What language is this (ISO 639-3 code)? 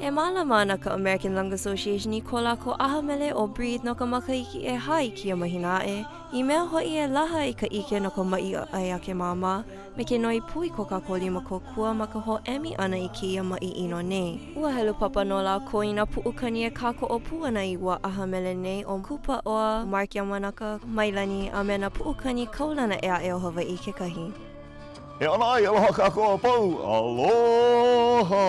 haw